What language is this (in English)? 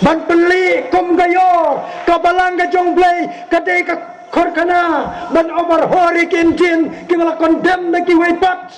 Khasi